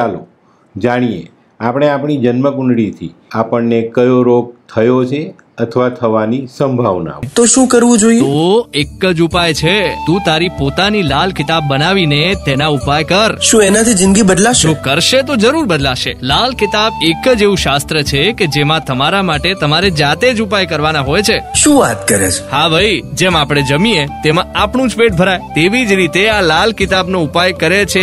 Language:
Gujarati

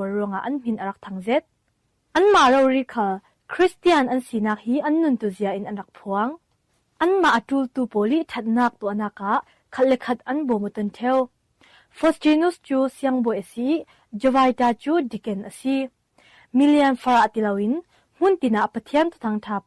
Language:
Falam Chin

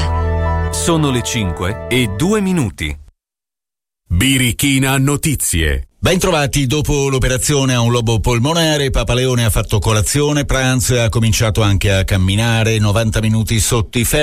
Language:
Italian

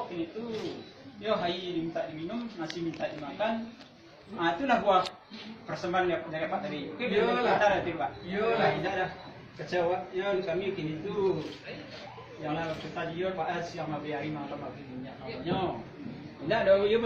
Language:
Minangkabau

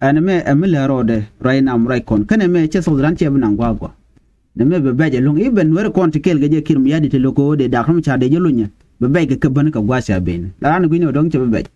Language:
Nuer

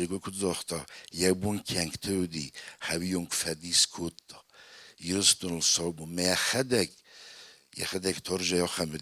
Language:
Ossetic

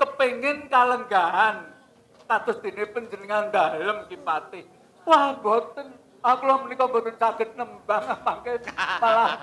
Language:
Javanese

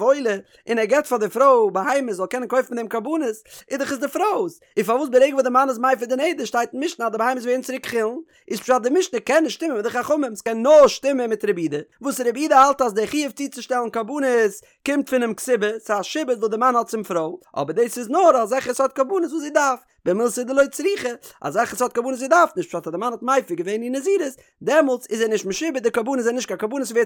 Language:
Yiddish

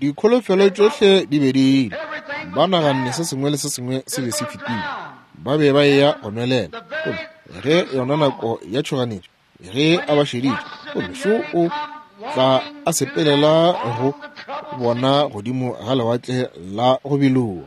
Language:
Northern Sotho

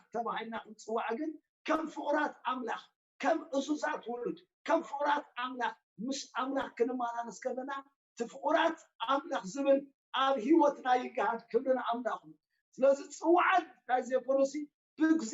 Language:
Tigrinya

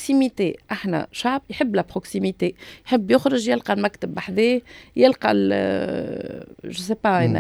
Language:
Tunisian Arabic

